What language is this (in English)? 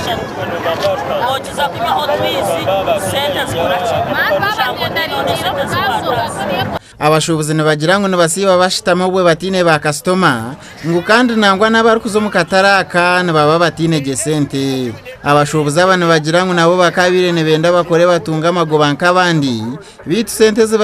Nyankole